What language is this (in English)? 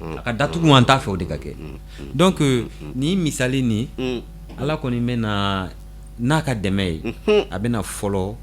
Bambara